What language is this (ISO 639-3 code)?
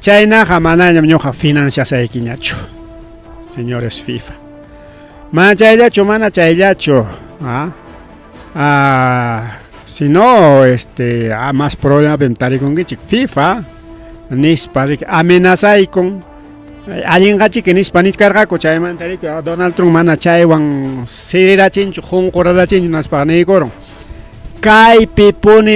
quy